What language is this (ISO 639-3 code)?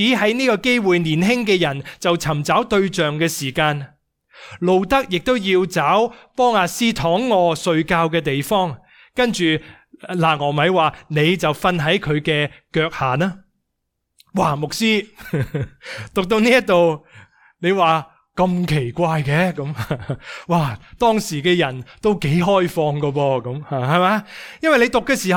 yue